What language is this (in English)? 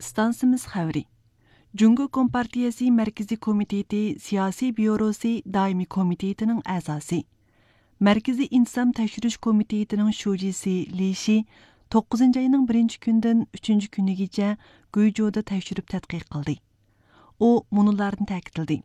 Uyghur